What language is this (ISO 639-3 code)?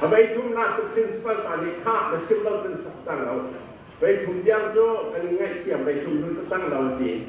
cnh